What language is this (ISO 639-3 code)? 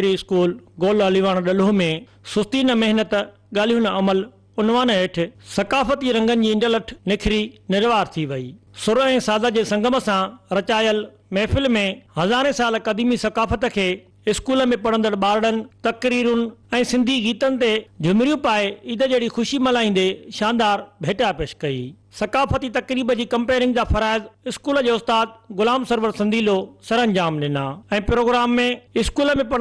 snd